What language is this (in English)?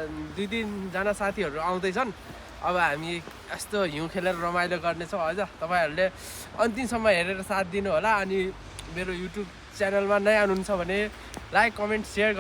Nepali